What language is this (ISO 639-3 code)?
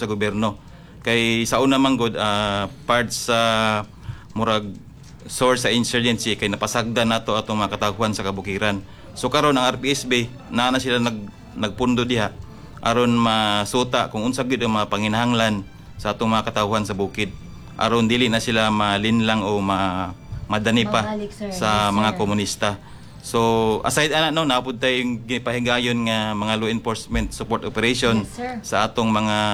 ceb